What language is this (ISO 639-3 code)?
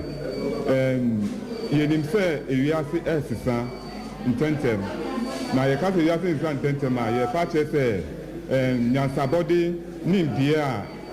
aka